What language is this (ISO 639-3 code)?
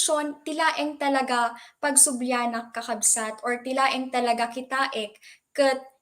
ilo